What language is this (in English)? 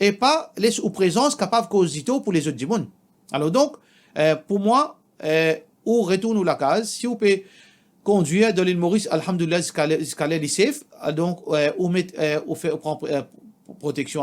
Morisyen